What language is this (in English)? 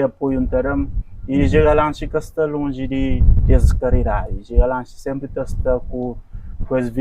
Kabuverdianu